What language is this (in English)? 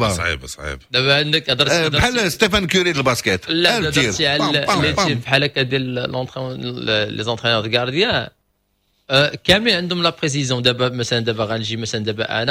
Moroccan Arabic